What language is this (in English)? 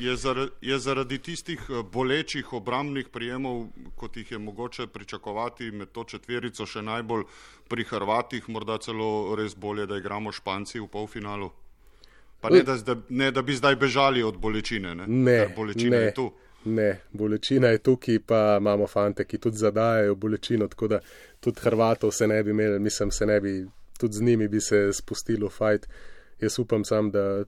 Slovenian